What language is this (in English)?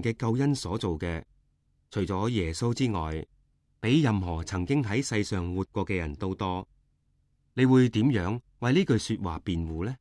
Cantonese